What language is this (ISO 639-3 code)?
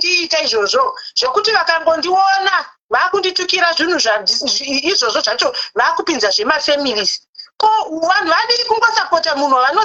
sna